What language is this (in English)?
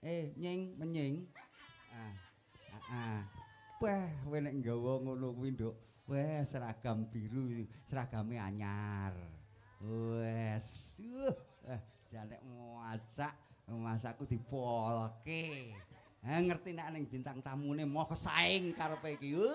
Javanese